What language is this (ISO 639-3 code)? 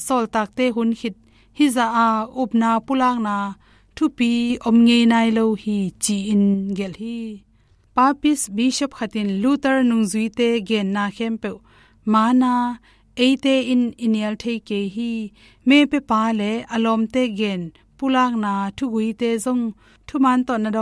ctd